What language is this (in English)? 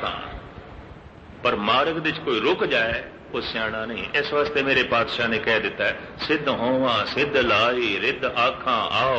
Punjabi